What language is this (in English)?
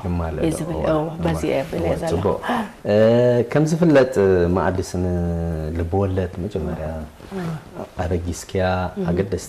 Tigrinya